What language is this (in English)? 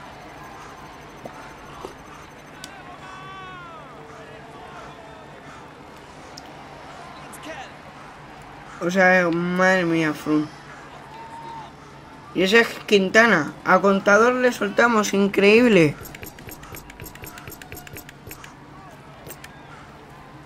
Spanish